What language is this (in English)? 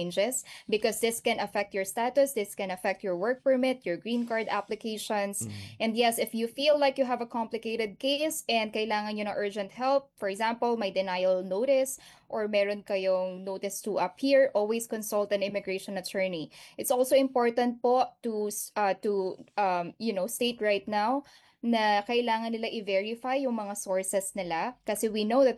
Filipino